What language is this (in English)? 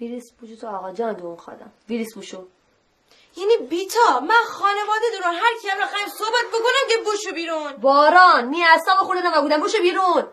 Gilaki